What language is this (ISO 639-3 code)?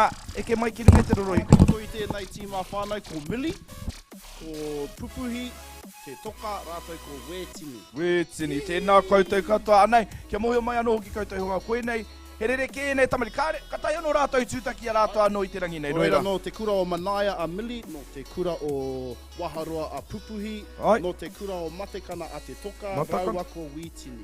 mri